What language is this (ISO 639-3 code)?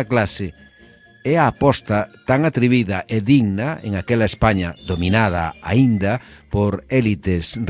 glg